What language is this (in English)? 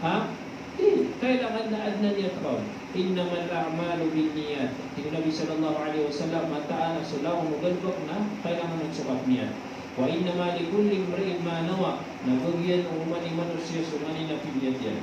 Maranao